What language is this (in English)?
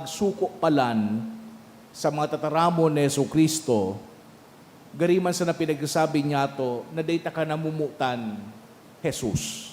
Bikol